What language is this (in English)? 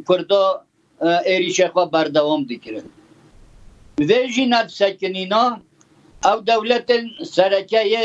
Kurdish